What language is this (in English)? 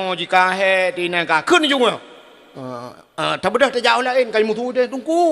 Achinese